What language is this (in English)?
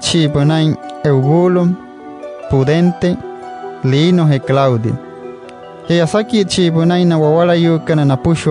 Wayuu